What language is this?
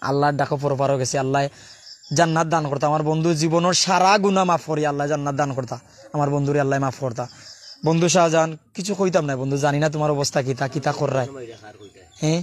Sylheti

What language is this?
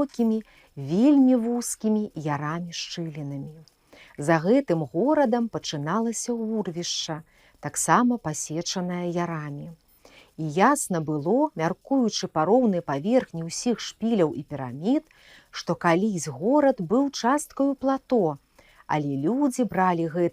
Belarusian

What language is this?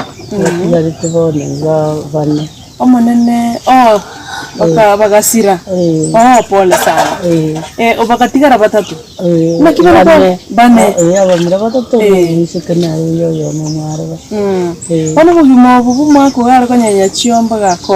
Gusii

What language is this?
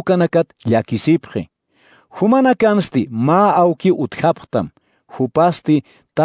Aymara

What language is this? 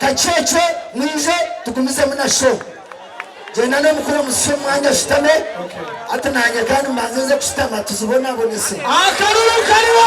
Nyankole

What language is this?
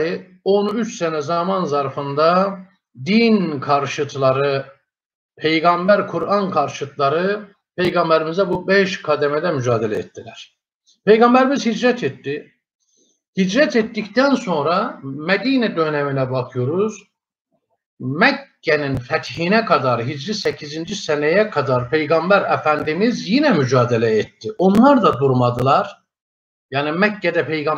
Turkish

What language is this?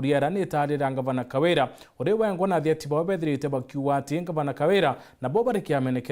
Meru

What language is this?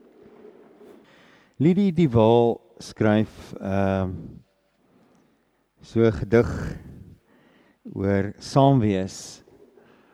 Afrikaans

